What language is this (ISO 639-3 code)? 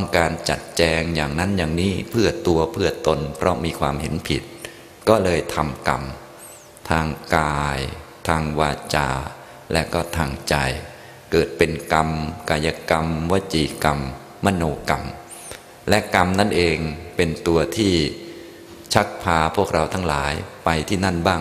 tha